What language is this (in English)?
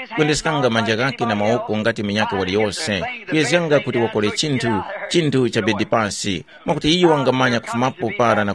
Tumbuka